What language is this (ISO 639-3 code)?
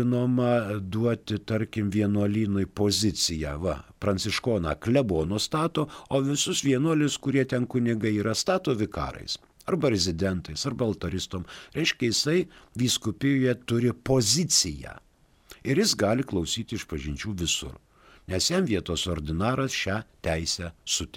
lit